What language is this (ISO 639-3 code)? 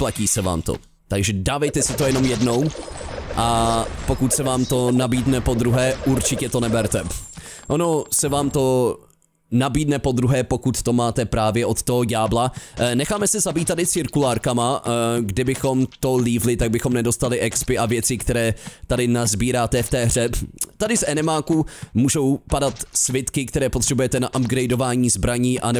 ces